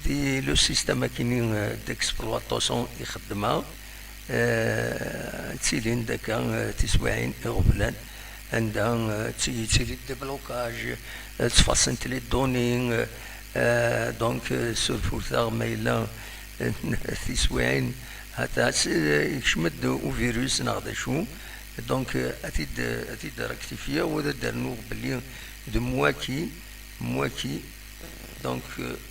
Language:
Kabyle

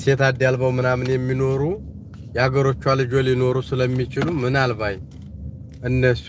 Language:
Amharic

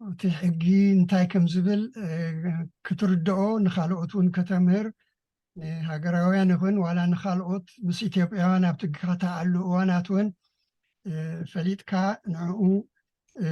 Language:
Tigrinya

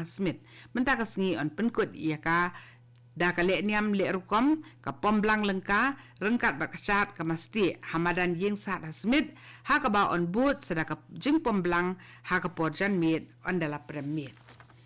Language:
Khasi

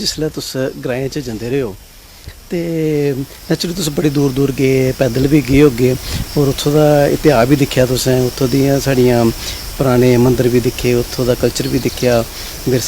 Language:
Dogri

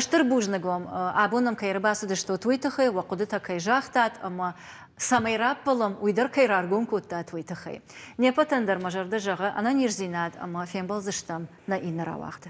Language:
Ossetic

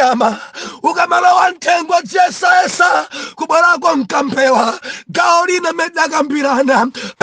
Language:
Nyanja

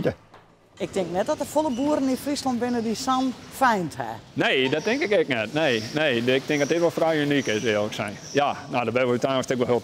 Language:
Western Frisian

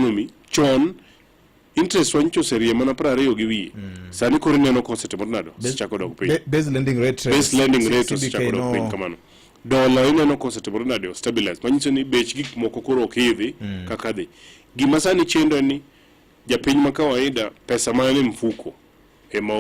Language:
Luo (Kenya and Tanzania)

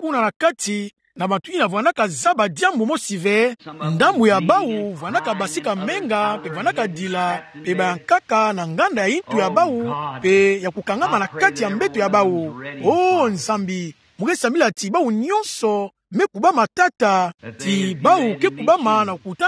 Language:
Kituba (Democratic Republic of Congo)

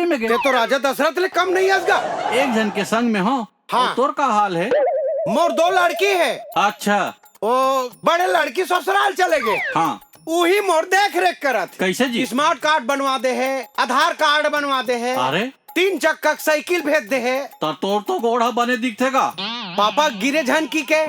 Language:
Chhattisgarhi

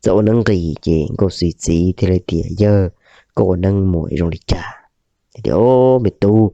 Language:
Hmong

